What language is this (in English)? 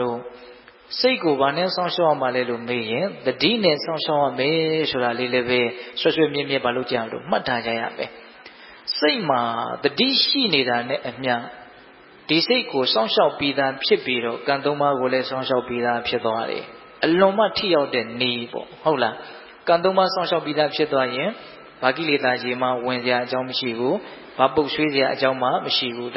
Burmese